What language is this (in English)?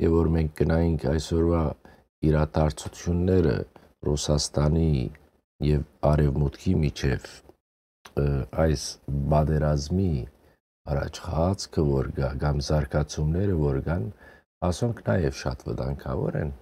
Western Armenian